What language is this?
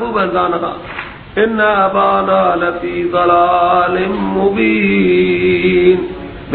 Persian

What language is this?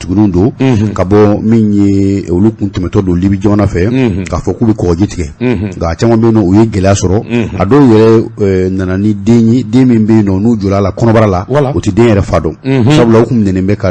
Bambara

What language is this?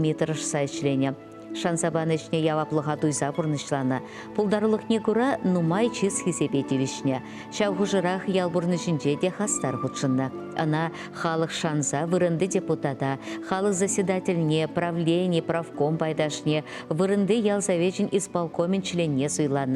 Chuvash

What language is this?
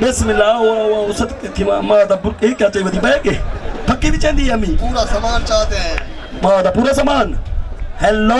Saraiki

